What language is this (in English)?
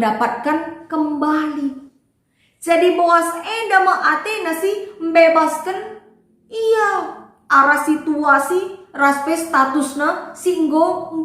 Batak Karo